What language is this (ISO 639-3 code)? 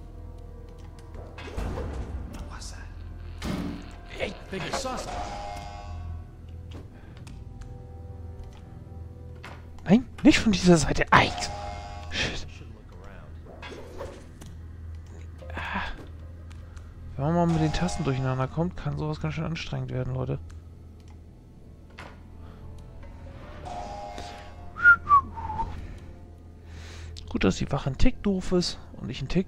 deu